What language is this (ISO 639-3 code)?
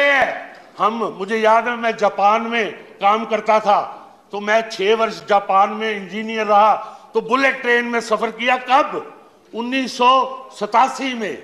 hin